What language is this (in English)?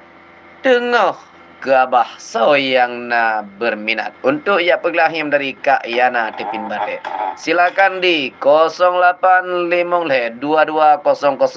Achinese